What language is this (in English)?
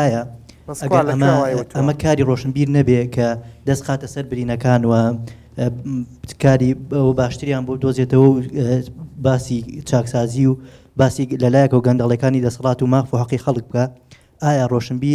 Central Kurdish